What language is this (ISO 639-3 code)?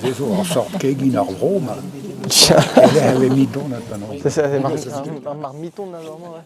bre